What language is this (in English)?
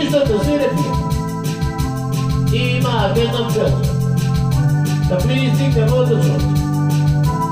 Serbian